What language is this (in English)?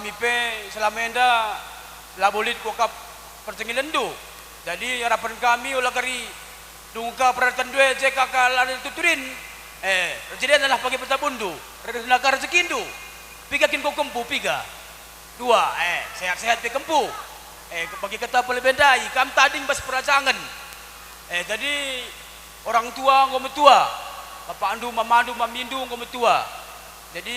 Batak Karo